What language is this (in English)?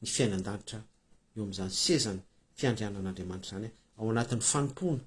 Malagasy